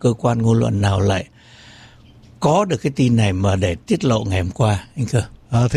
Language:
Vietnamese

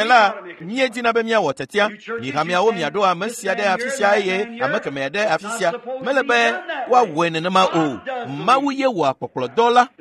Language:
Ewe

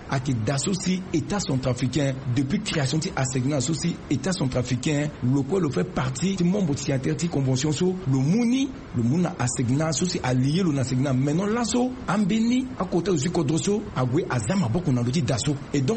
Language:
Sango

